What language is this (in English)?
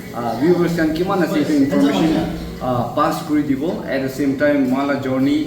Naga Pidgin